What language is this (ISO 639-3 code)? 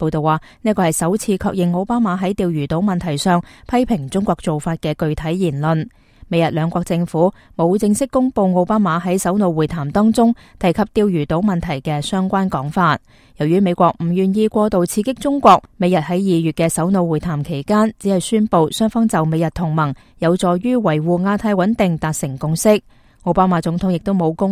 yue